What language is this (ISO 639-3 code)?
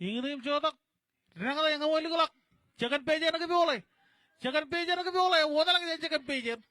mah